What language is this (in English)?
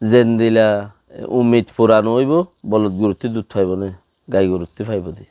Rohingya